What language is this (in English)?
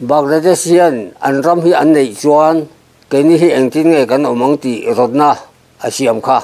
Mizo